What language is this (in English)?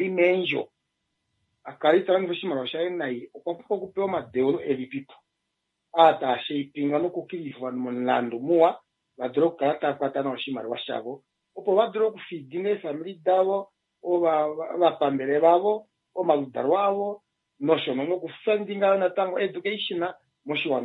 Kuanyama